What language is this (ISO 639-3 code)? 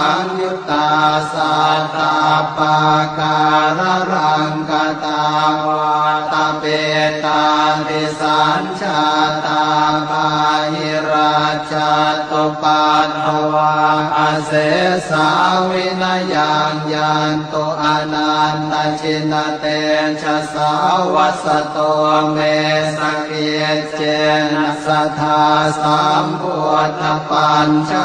pli